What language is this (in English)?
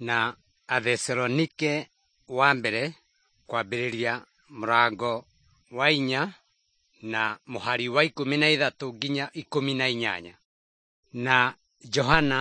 Kikuyu